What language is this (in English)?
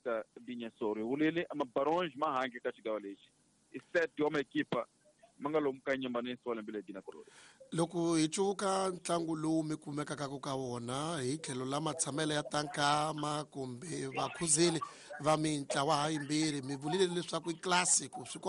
Tsonga